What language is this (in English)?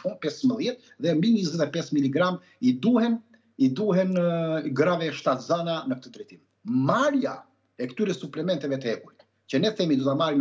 Albanian